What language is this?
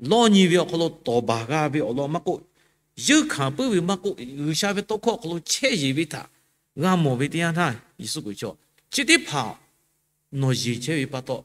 Lahu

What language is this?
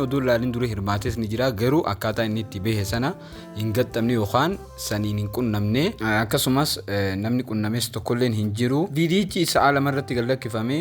Oromo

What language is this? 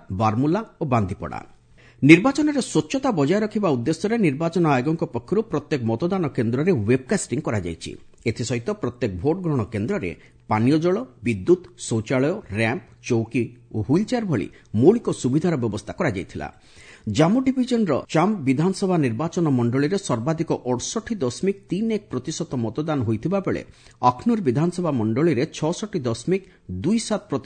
Odia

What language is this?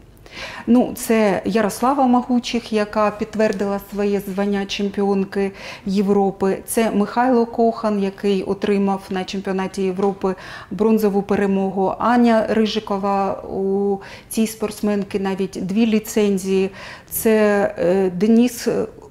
Ukrainian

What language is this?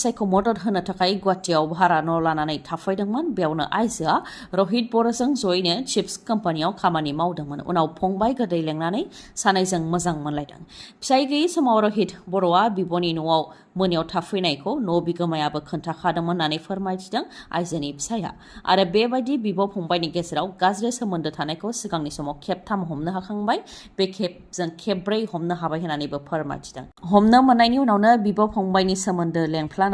Bodo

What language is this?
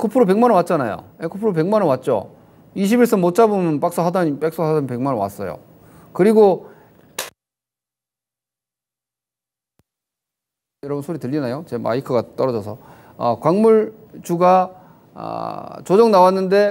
Korean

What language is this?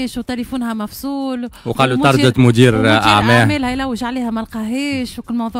Tunisian Arabic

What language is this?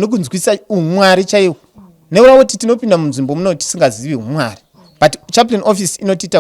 Shona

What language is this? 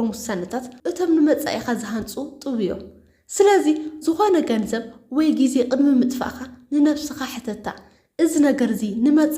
Tigrinya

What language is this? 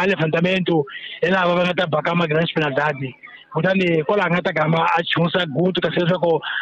Tsonga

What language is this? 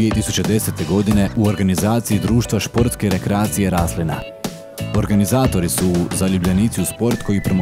Croatian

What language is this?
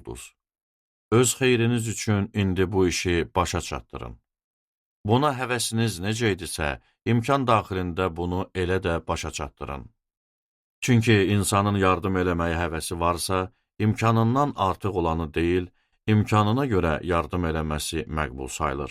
Azerbaijani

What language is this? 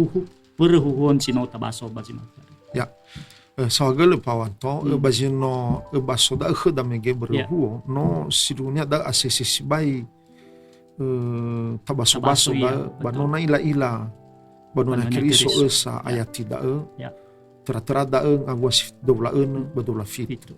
Nias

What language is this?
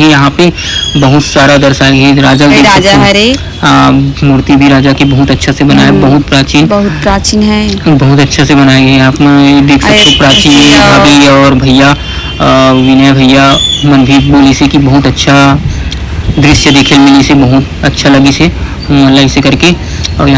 Chhattisgarhi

